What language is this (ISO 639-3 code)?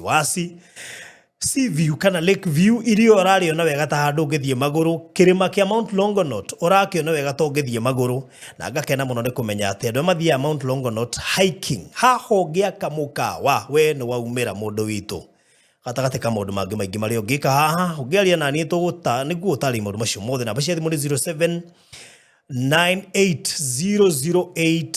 kik